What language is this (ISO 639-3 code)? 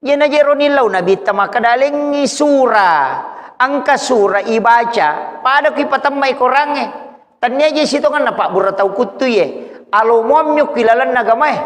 bug